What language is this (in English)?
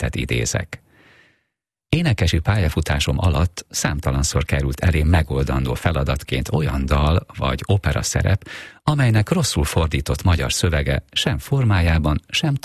Hungarian